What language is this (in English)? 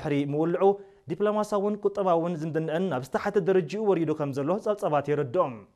Tigrinya